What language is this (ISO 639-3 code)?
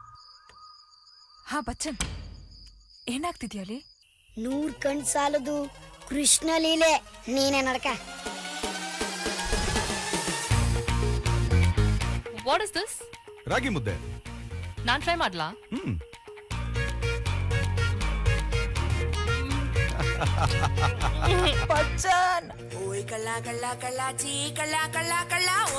kan